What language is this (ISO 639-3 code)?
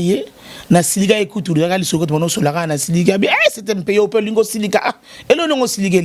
lin